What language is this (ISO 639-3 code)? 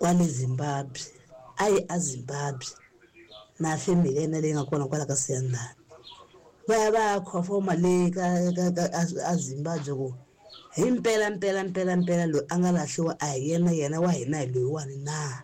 tso